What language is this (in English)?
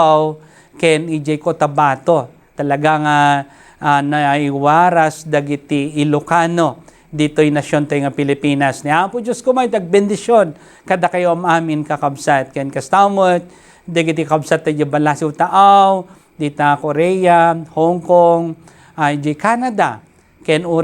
Iloko